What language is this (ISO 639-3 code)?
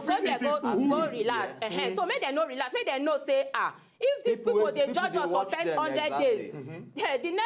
pcm